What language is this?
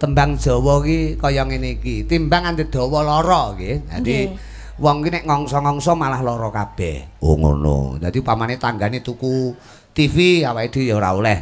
Javanese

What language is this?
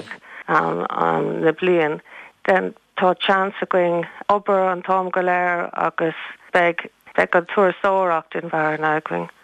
Irish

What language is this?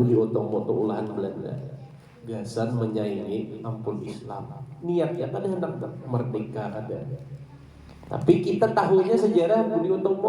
Banjar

